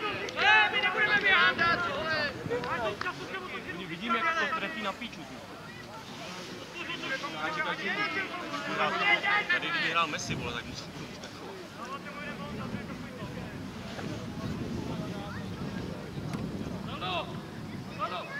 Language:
Czech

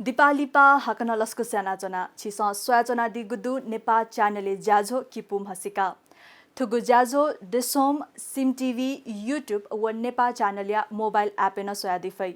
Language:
Newari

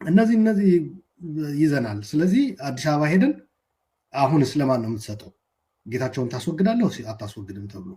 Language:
Amharic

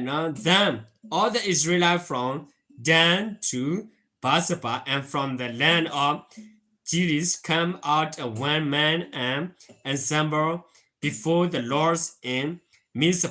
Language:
S'gaw Karen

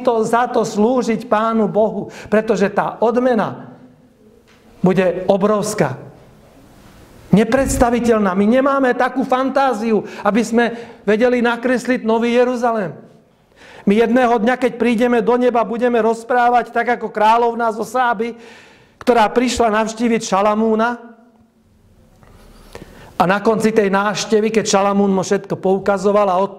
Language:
Slovak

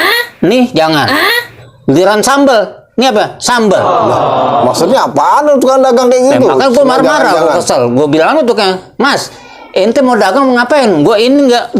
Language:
Betawi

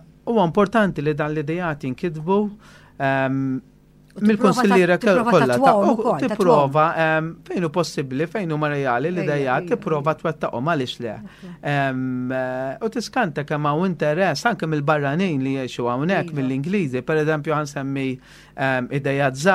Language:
Maltese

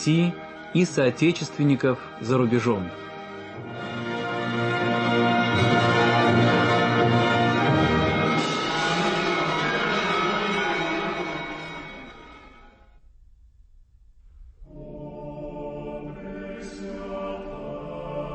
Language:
Russian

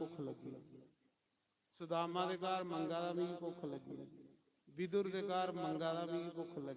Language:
Dogri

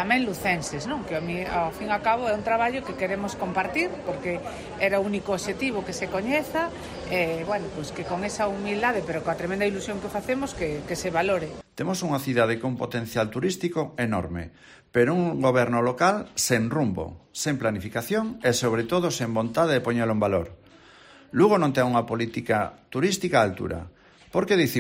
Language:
Galician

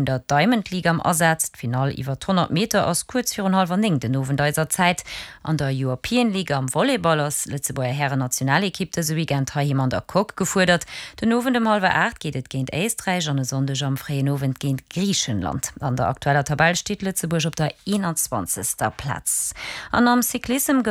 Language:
Luxembourgish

